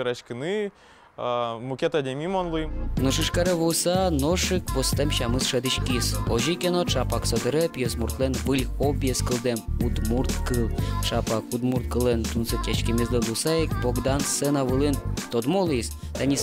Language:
Udmurt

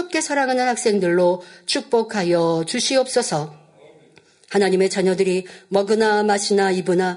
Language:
Korean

